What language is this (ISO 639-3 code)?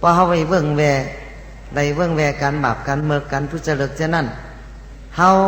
shn